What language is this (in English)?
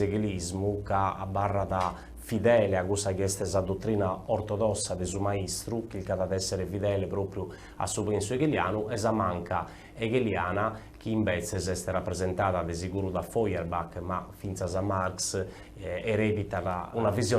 Sardinian